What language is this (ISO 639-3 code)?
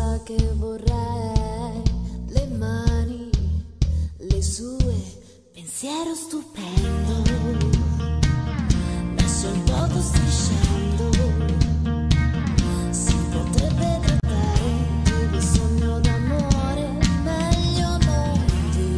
ita